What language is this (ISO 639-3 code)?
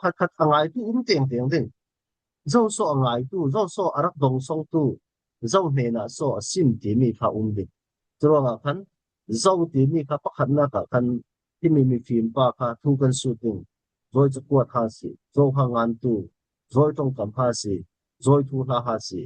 cfm